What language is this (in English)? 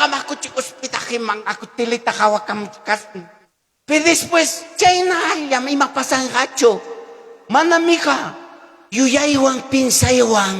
Ayacucho Quechua